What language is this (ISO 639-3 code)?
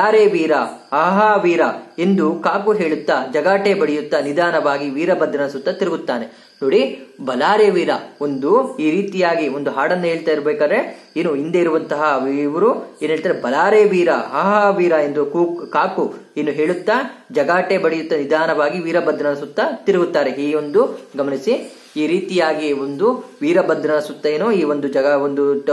kan